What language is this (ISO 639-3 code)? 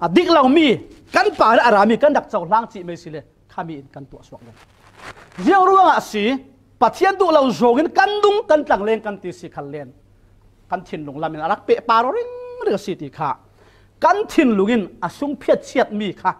cfm